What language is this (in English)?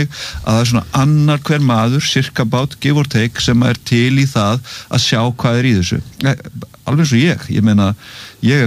Icelandic